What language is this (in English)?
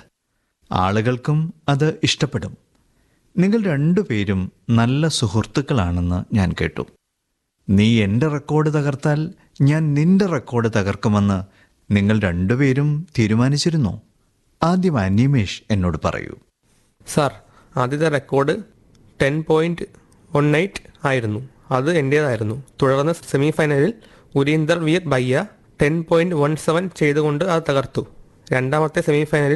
Malayalam